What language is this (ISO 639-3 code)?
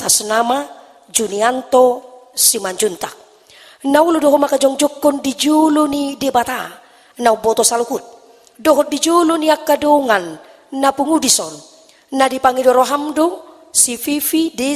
bbc